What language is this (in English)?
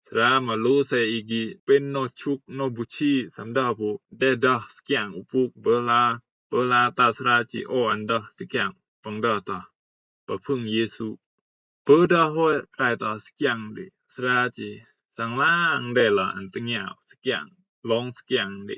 Rumai Palaung